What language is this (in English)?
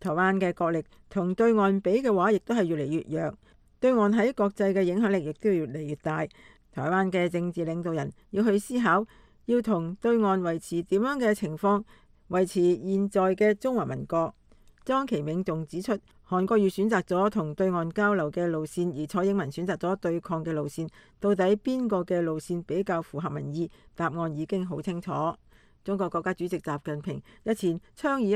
Cantonese